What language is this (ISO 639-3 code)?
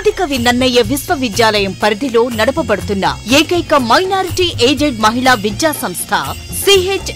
tel